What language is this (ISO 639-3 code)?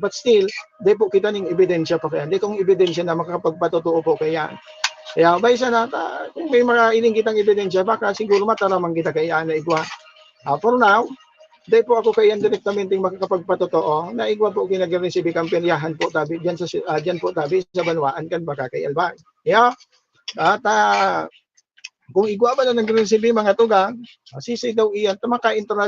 bik